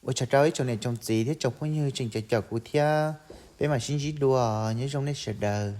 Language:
Hmong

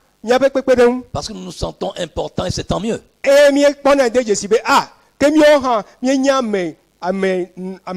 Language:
Ewe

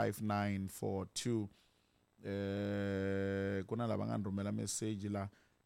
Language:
Tsonga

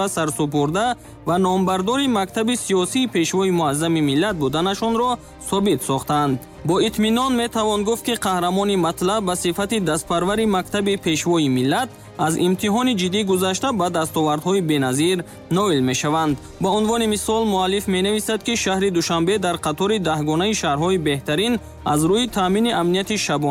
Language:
Tajik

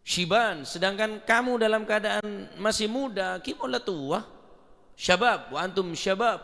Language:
Madurese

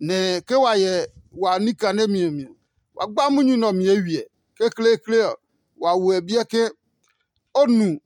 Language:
Adangme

